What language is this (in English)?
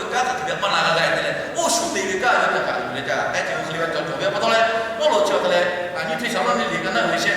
Lahu